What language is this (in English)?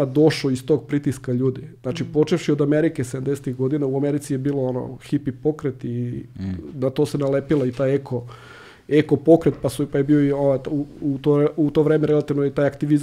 Serbian